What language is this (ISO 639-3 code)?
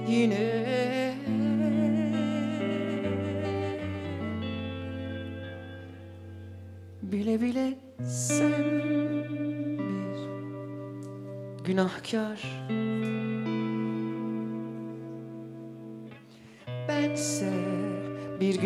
tur